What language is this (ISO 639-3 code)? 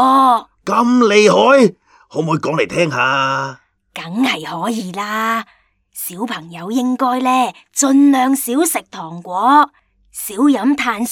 yue